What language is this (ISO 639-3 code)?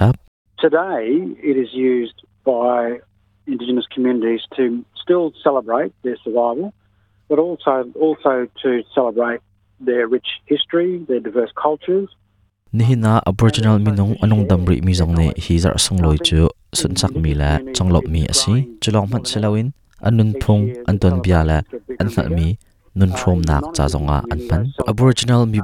cnh